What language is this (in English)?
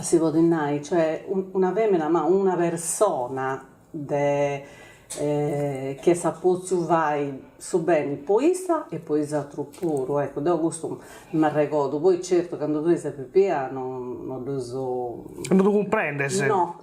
Sardinian